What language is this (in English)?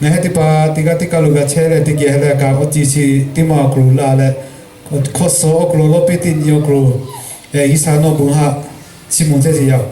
Lahu